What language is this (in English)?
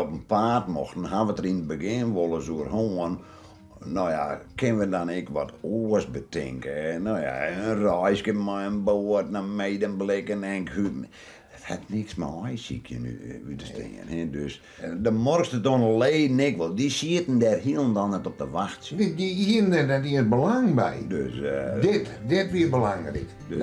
Western Frisian